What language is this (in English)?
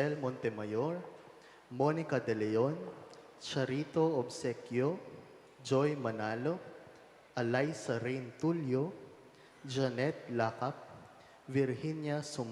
Pampanga